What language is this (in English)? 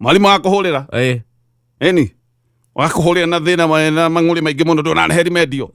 Kikuyu